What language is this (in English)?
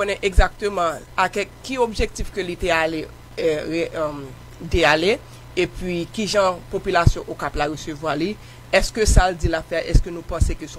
Haitian Creole